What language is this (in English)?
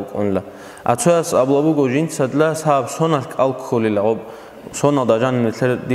Avaric